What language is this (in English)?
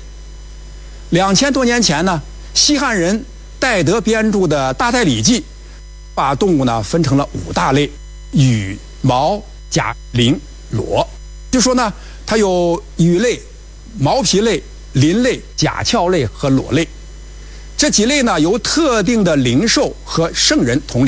Chinese